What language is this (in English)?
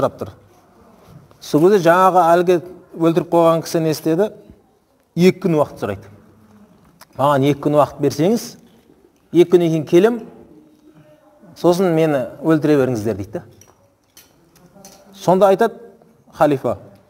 Kazakh